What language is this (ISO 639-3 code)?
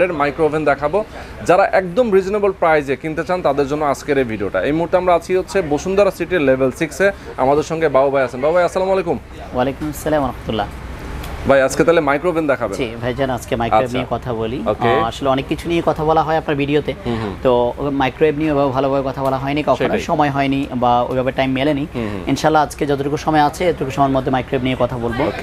ben